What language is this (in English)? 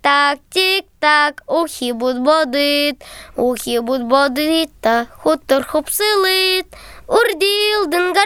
Buriat